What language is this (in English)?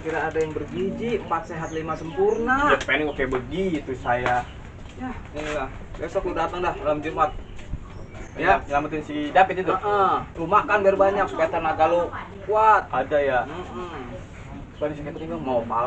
Betawi